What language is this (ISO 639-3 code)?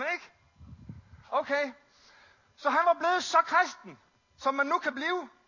dan